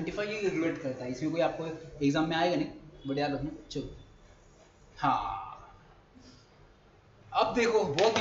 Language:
Hindi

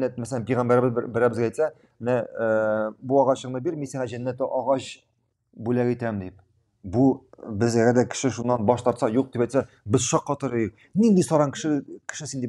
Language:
Tatar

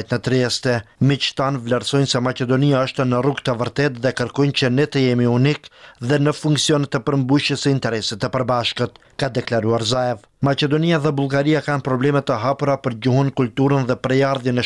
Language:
Albanian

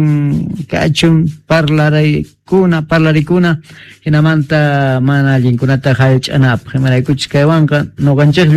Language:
Quechua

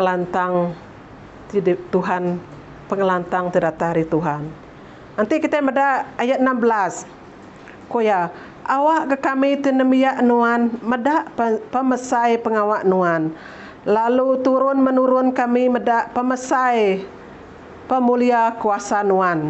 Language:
Iban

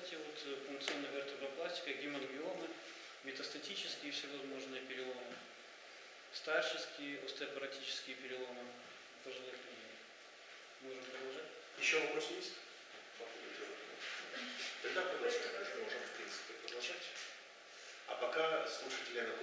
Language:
Russian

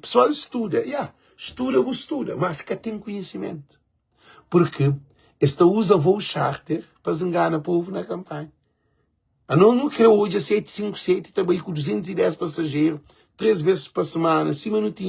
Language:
Kabuverdianu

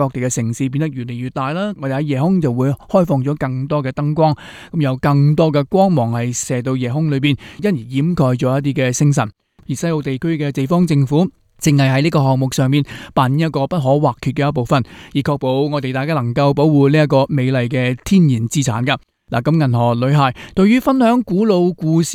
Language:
Cantonese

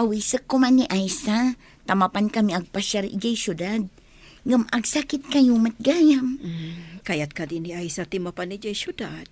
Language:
Iloko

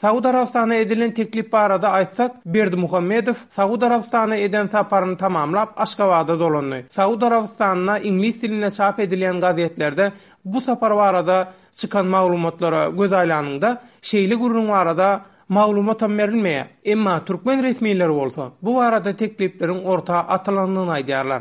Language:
Turkmen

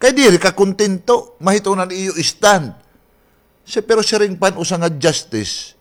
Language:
Waray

